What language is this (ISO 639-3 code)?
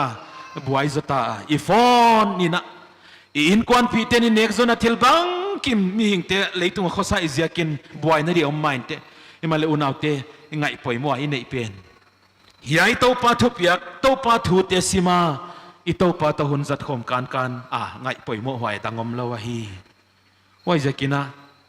pck